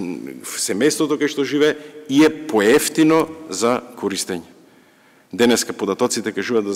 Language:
Macedonian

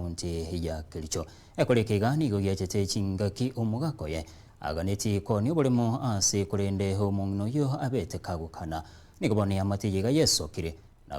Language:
Gusii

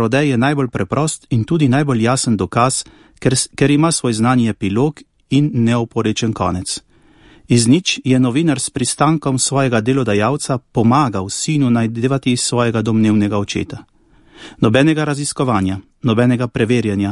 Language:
Slovenian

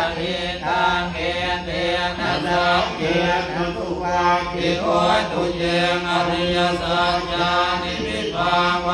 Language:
Pali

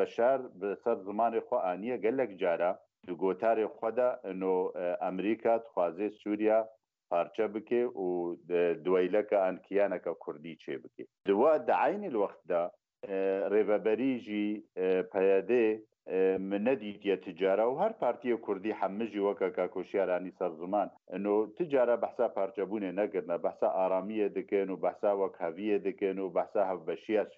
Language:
Kurdish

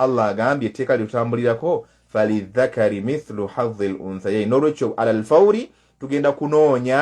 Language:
Ganda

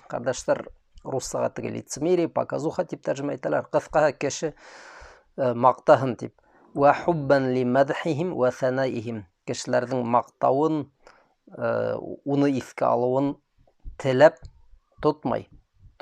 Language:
Bashkir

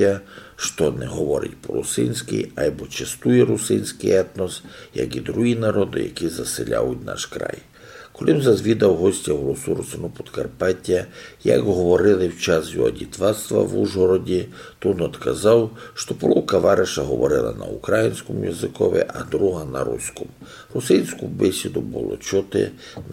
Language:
Rusyn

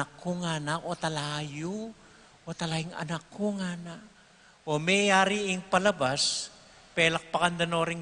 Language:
Pampanga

